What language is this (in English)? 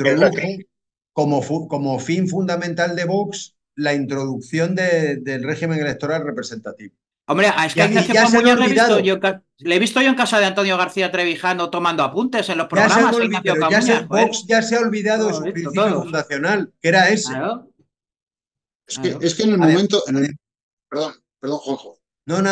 Spanish